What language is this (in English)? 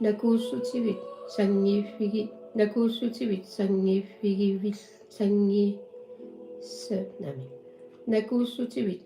Kalaallisut